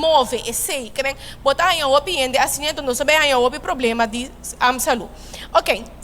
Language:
Papiamento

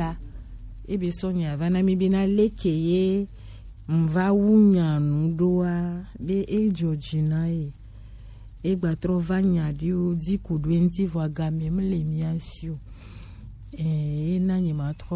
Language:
Gen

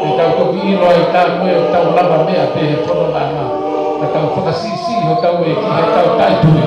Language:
Tongan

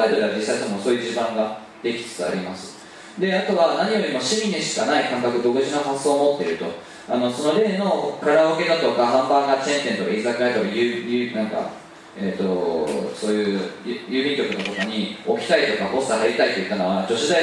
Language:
Japanese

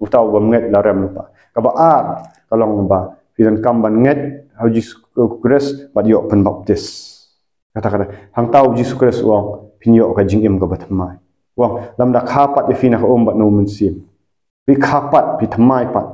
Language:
Khasi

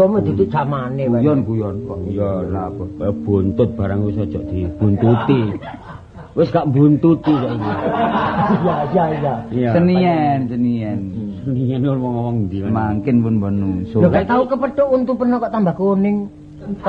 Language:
Javanese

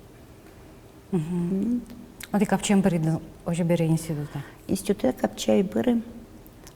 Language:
Udmurt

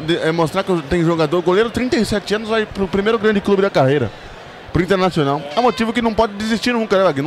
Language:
Portuguese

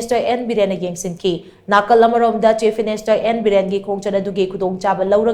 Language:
Manipuri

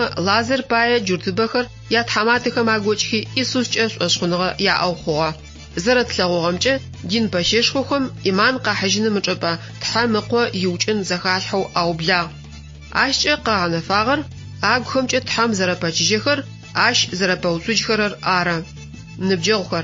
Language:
Adyghe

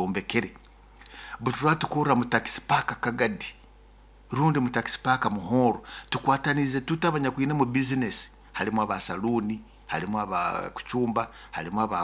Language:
Nyoro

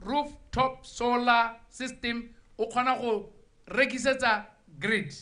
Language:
Tswana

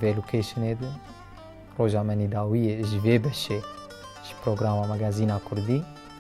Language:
Kurdish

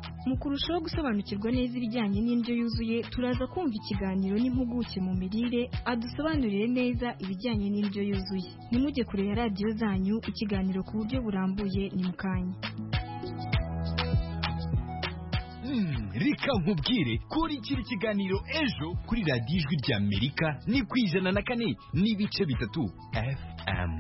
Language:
Kinyarwanda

